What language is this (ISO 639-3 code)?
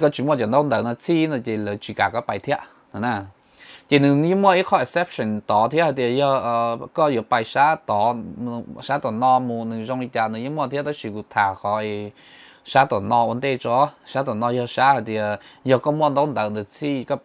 hmn